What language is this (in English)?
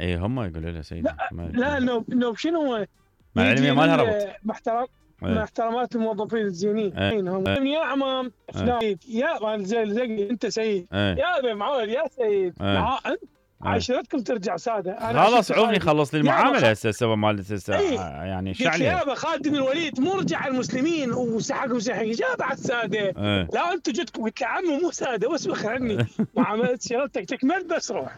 Mesopotamian Arabic